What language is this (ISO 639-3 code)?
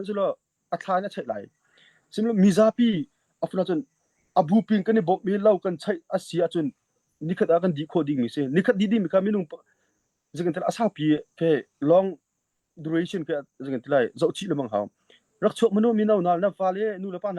cnh